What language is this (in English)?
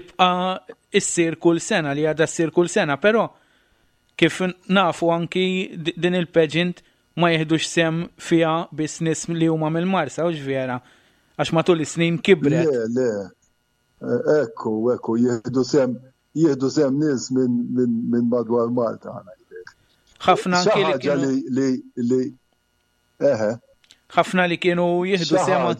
Maltese